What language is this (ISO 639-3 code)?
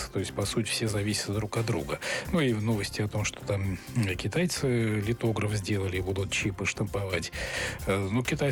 rus